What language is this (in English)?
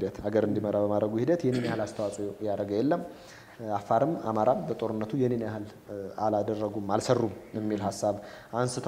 Amharic